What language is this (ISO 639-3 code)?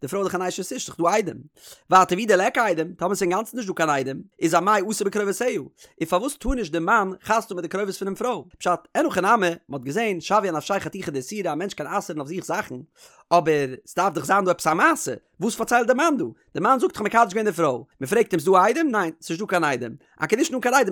yid